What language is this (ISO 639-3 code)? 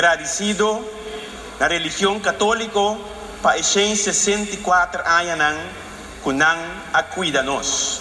pap